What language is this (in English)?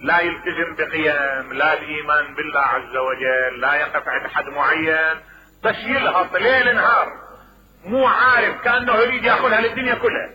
Mesopotamian Arabic